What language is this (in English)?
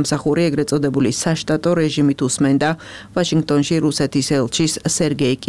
Georgian